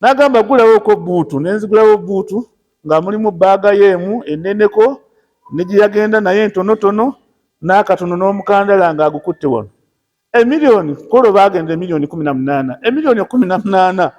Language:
Ganda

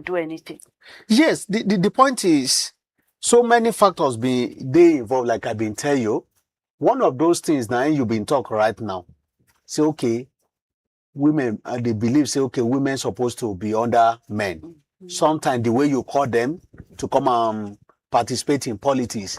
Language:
Nigerian Pidgin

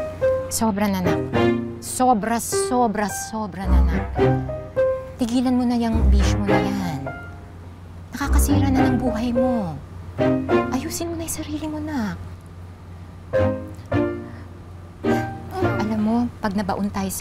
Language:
Filipino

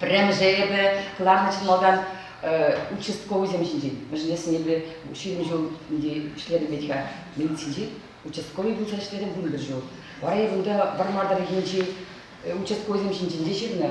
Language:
Chuvash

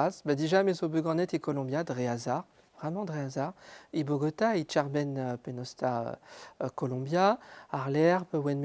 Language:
Breton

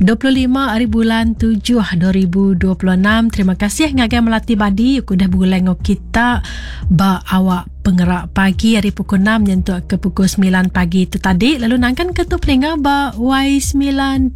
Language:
Iban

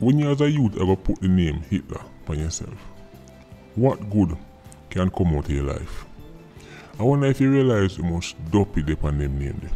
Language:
Jamaican Creole English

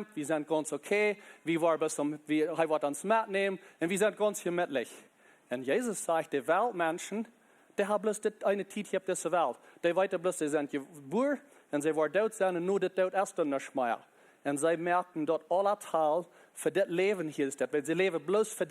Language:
Plautdietsch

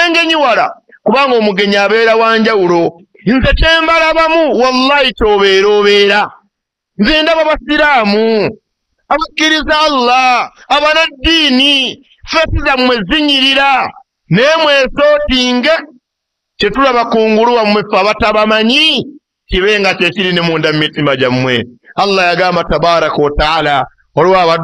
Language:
Ganda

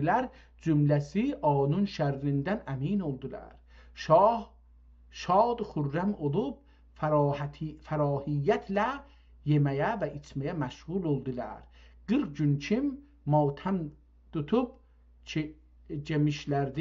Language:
South Azerbaijani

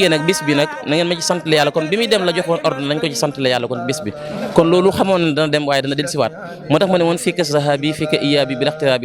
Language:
Wolof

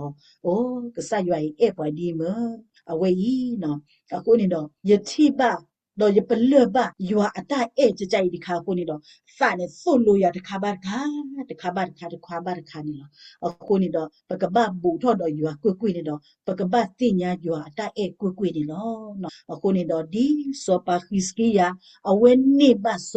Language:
S'gaw Karen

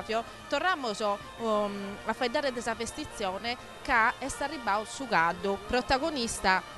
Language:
Sardinian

